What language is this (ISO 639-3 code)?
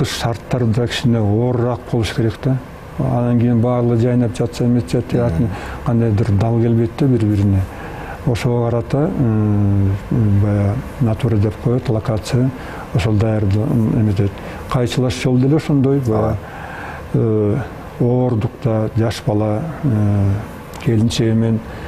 kir